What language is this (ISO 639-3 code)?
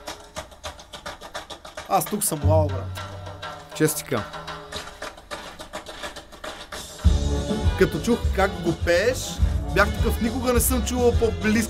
bul